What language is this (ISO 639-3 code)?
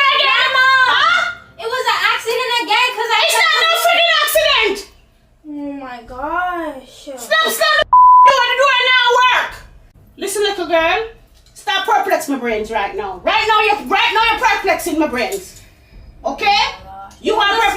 jam